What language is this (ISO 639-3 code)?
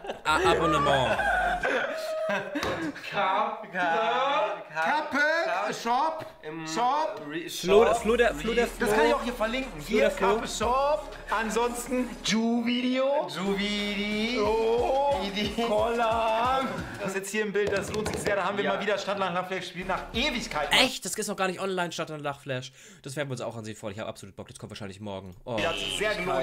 deu